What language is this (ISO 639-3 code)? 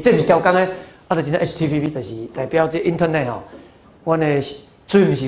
nan